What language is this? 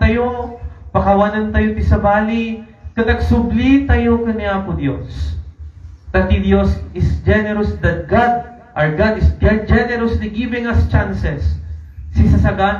Iloko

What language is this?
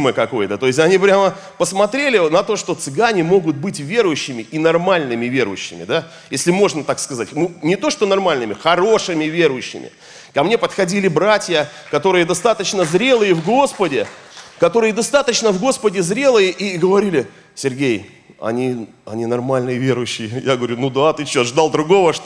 Russian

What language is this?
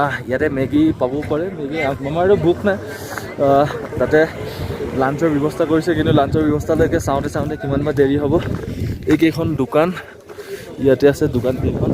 Assamese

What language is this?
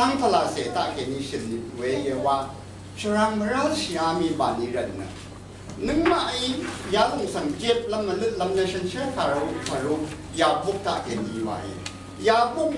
Rawang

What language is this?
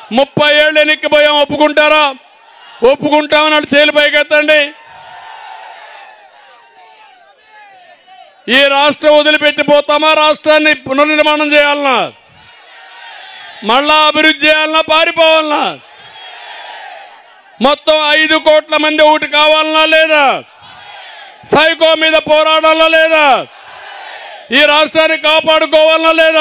Telugu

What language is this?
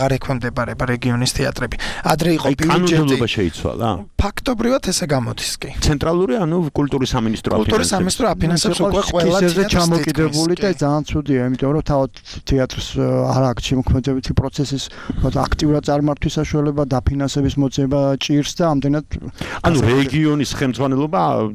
Georgian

